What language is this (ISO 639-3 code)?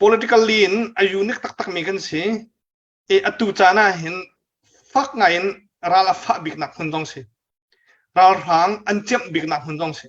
cnh